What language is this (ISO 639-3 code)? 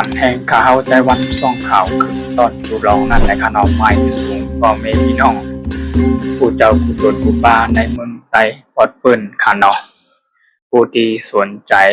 shn